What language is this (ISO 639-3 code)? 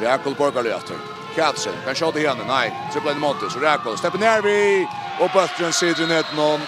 fao